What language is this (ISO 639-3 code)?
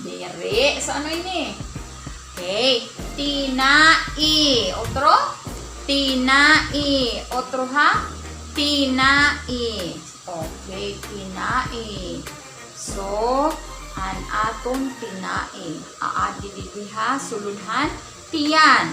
war